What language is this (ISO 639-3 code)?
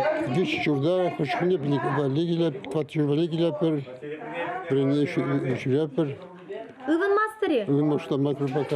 chv